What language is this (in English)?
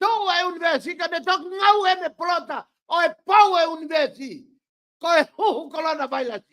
Tongan